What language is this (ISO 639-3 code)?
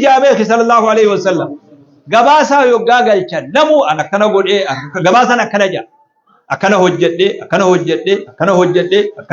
orm